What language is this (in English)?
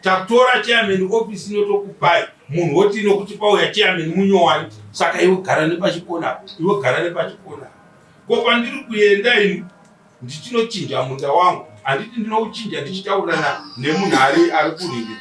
Shona